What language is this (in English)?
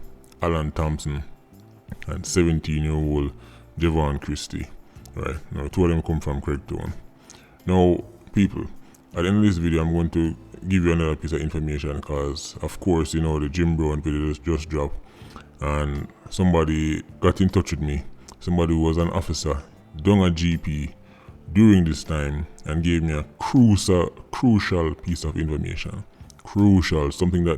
Jamaican Creole English